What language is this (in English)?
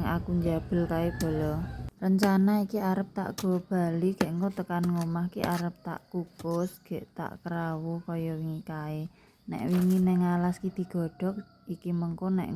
Javanese